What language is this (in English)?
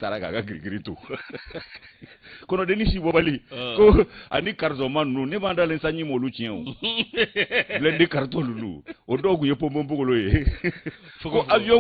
Bambara